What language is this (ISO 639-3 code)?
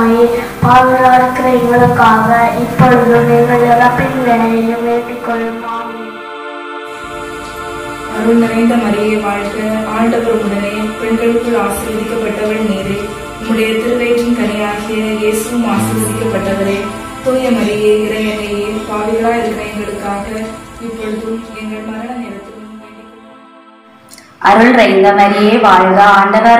tam